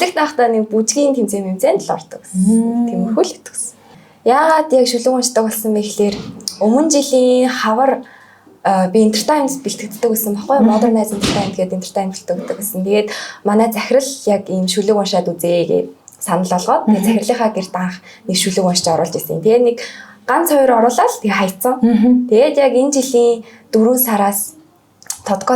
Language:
Mongolian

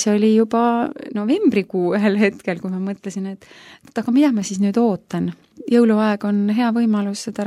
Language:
Estonian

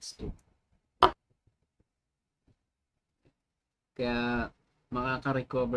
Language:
Filipino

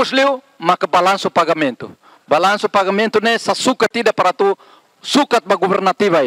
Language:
Tetum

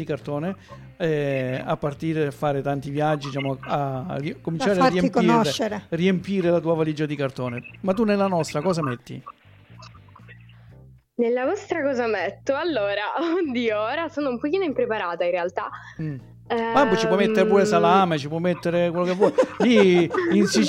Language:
Italian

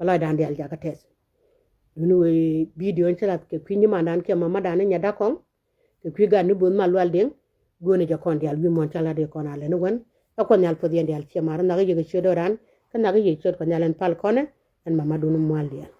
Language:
Nuer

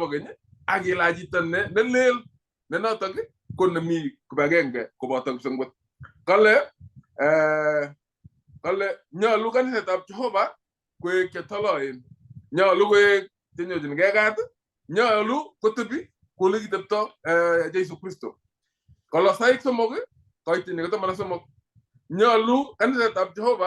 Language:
Kalenjin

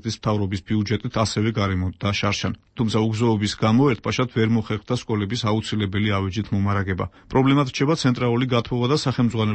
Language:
Georgian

